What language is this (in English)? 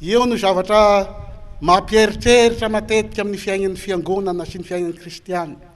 Malagasy